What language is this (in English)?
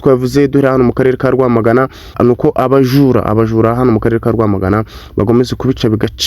Kinyarwanda